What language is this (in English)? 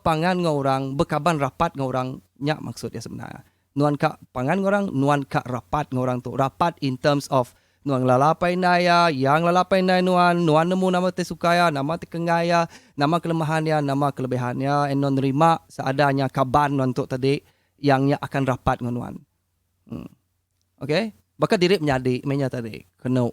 Iban